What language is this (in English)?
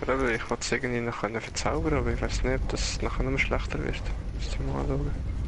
Swiss German